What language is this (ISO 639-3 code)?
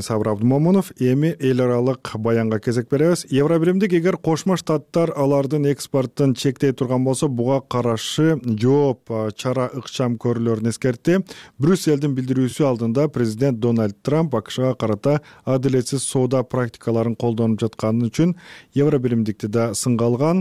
kir